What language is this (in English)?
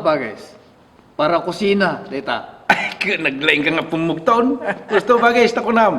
Iloko